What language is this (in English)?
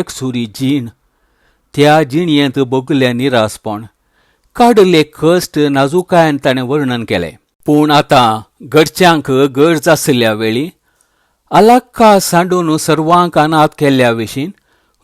Konkani